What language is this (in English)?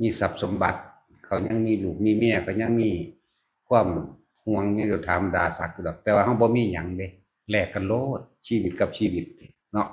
Northeastern Thai